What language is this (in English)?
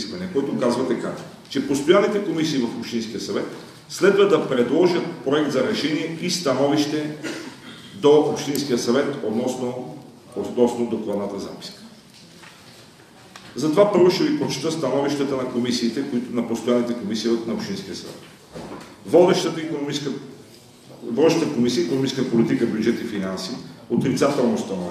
Bulgarian